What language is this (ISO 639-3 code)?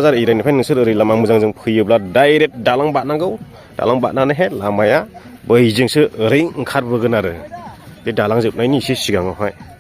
brx